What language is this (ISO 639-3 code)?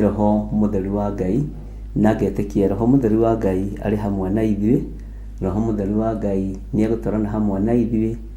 kik